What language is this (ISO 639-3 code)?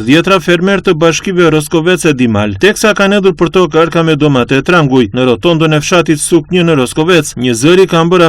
sqi